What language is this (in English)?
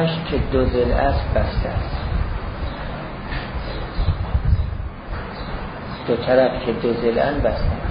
Persian